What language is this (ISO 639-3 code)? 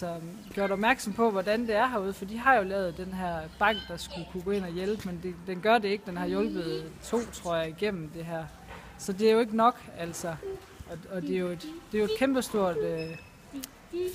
dan